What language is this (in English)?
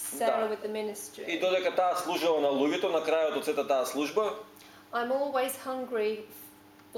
Macedonian